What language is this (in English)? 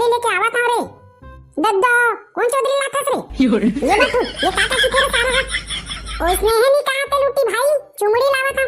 Chhattisgarhi